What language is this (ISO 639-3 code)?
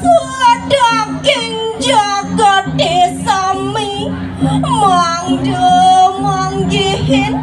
ban